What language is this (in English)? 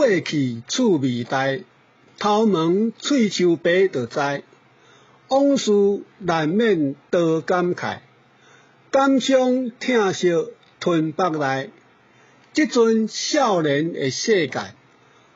Min Nan Chinese